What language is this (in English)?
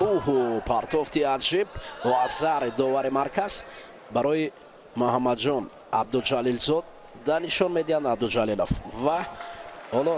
Tajik